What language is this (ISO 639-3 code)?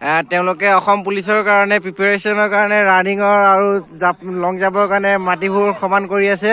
asm